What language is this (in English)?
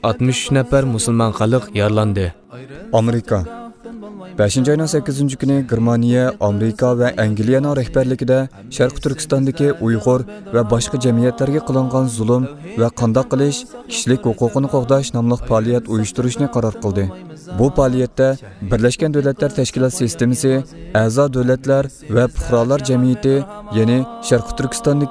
Uyghur